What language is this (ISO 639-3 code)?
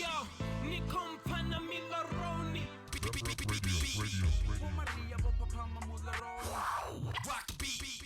ven